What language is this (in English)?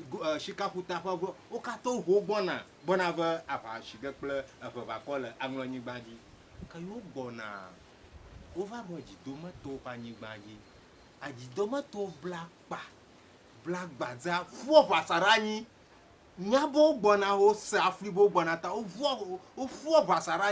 Ewe